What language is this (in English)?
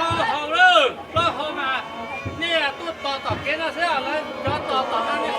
Hmong